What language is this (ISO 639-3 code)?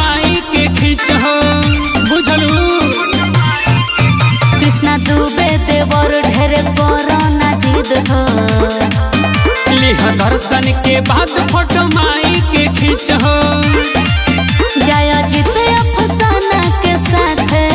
bho